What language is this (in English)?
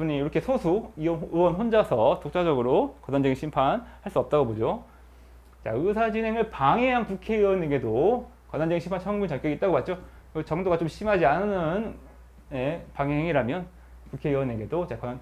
Korean